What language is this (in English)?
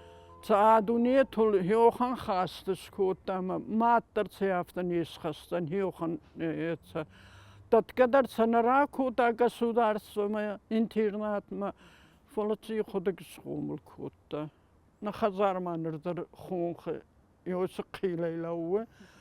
Ossetic